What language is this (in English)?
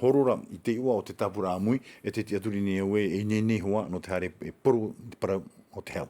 Tahitian